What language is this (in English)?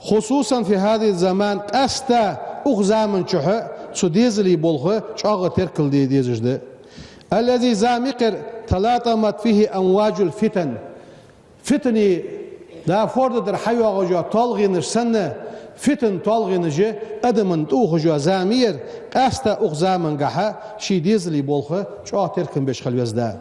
Ingush